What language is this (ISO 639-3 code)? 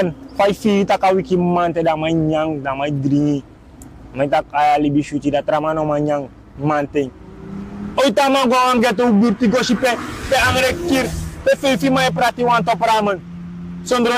srn